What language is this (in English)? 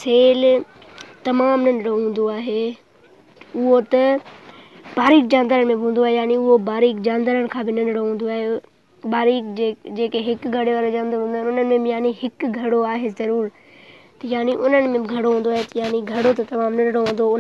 Sindhi